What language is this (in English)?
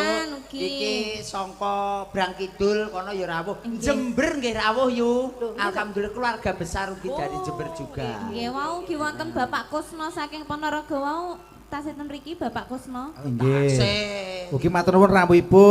Javanese